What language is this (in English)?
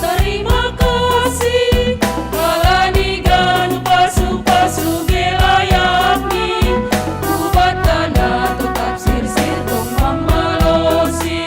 Batak Simalungun